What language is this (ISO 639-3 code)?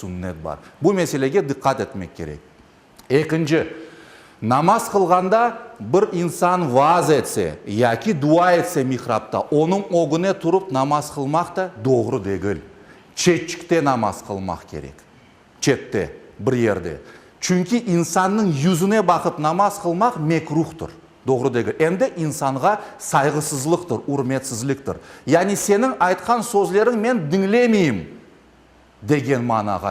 crh